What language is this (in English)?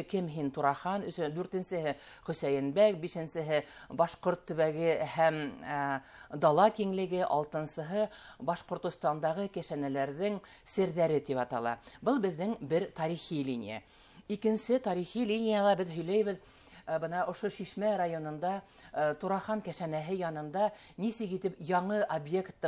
Bashkir